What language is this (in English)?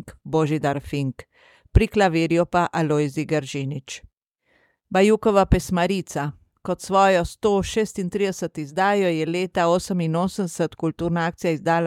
Slovenian